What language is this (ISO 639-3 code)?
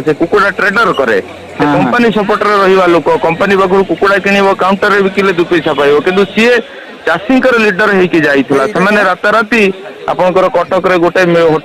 ori